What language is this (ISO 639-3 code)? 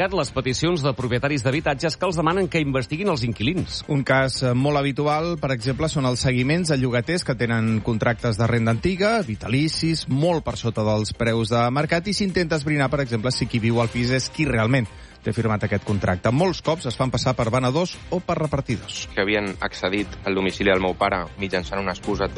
cat